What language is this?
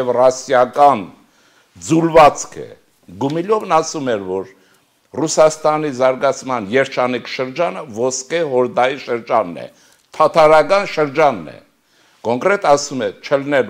Armenian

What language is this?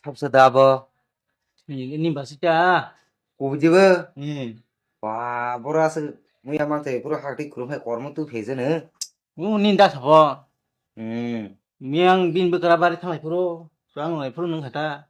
Kok Borok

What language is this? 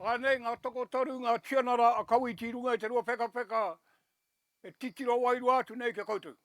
Māori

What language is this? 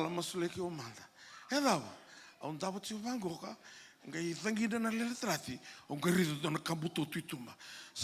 Fijian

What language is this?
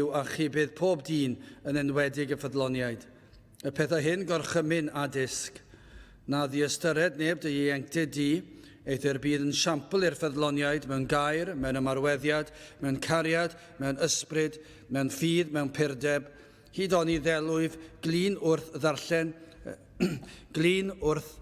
Welsh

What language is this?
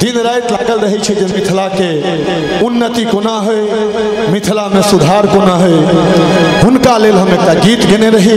Maithili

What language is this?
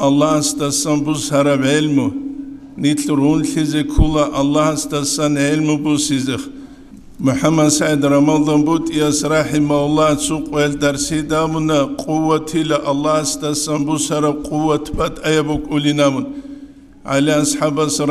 Avaric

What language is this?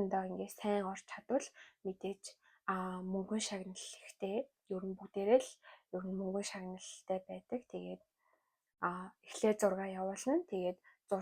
Mongolian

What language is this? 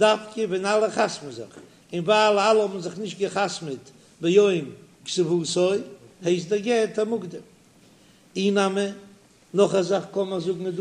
Yiddish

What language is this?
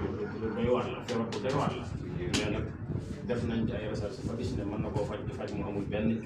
Wolof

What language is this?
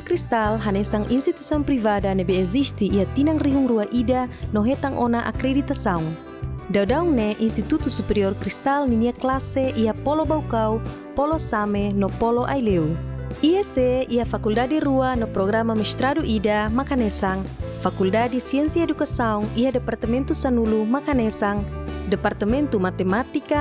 Tetum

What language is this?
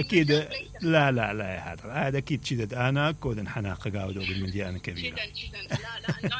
Mesopotamian Arabic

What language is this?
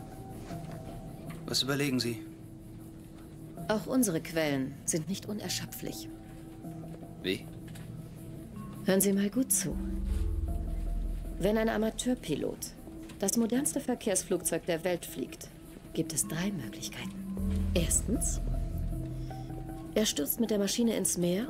German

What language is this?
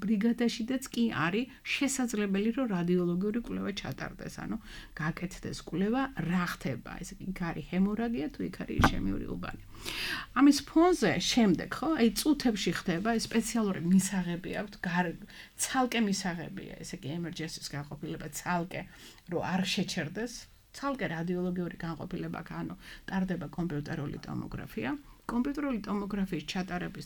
Georgian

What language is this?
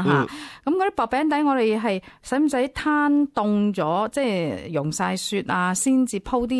Cantonese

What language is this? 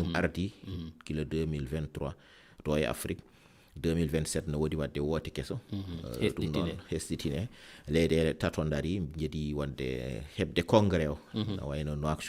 Fula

